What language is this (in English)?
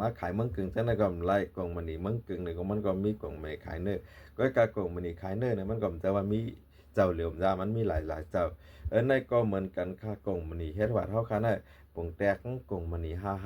Shan